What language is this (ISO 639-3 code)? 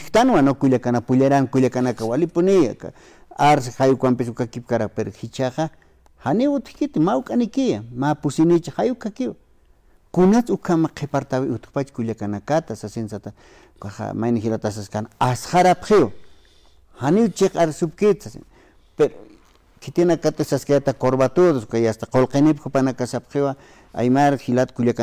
aym